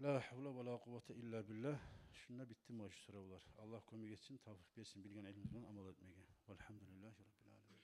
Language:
Kumyk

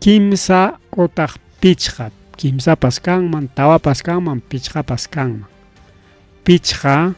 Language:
Ayacucho Quechua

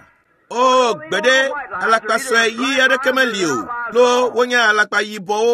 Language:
Ewe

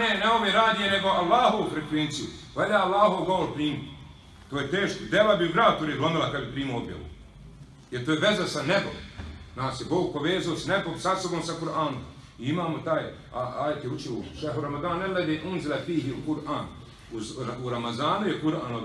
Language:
Bosnian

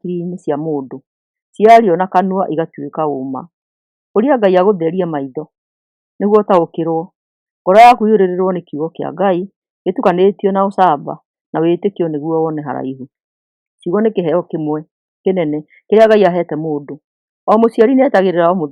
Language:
Kikuyu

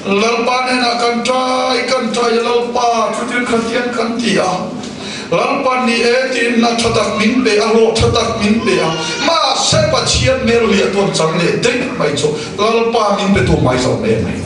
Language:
Mizo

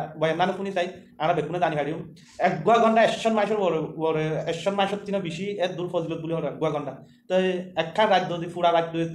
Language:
Rohingya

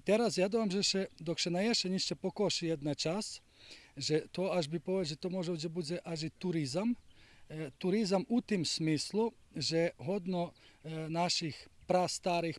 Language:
Rusyn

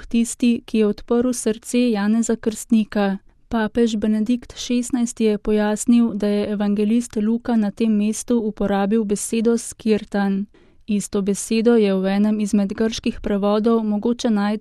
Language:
Slovenian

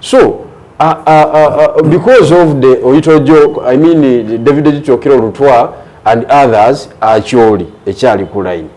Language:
Ganda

